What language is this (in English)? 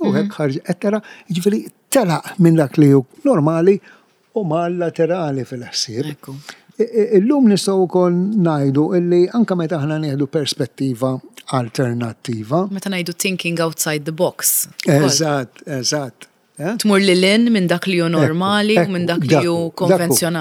Maltese